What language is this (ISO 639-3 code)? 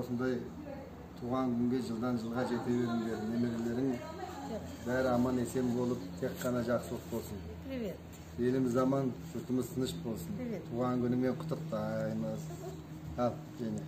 kaz